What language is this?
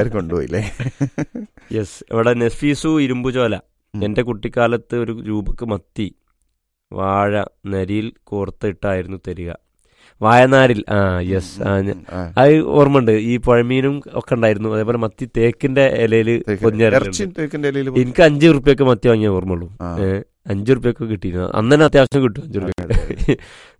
Malayalam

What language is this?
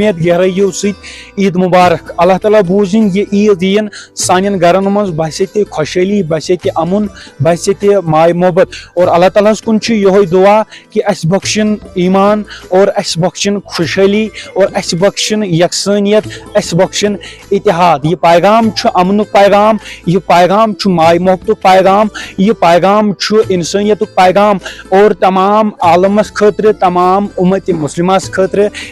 Kashmiri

